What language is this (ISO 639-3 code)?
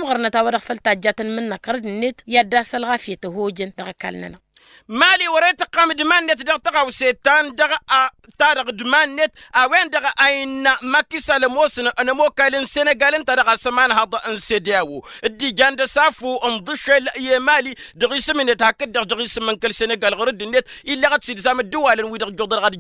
taq